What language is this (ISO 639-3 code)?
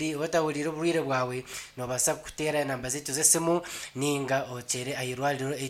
nyn